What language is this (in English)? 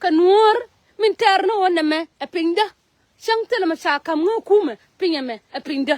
Nuer